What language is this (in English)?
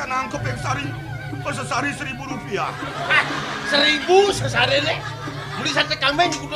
Balinese